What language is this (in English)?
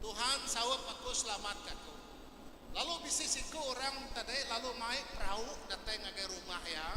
Iban